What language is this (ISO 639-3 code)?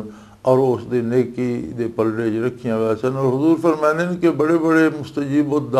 lah